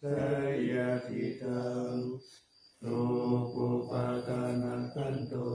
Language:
Pali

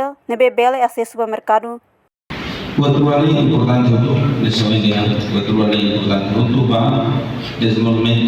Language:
Tetum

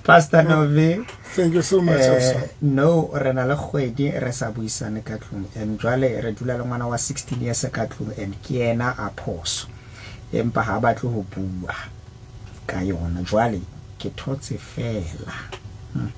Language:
Southern Sotho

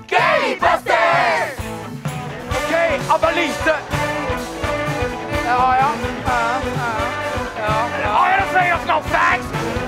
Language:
Norwegian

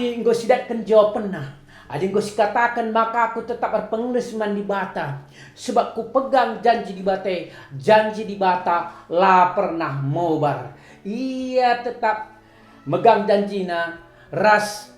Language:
Batak Karo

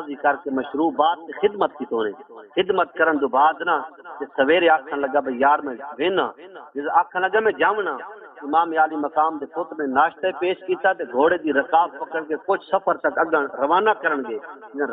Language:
Saraiki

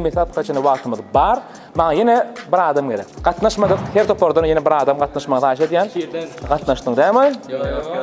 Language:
Turkmen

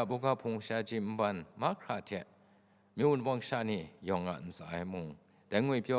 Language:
Kachin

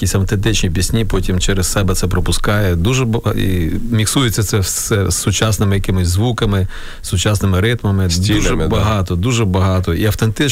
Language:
Ukrainian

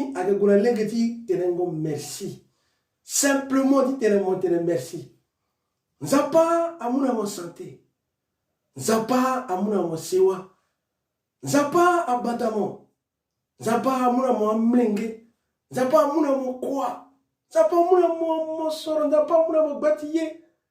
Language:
Sango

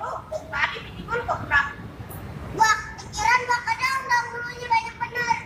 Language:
Betawi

